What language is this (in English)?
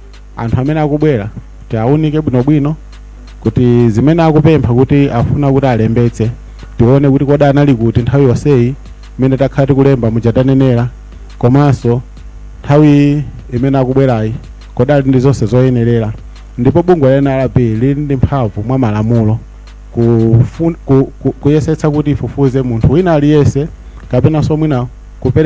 Nyanja